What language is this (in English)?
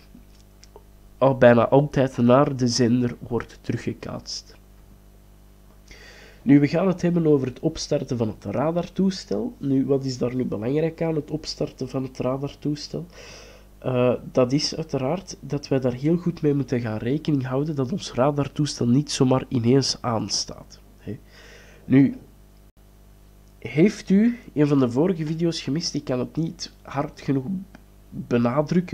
Dutch